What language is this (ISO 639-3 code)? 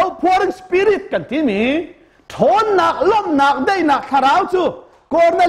cnh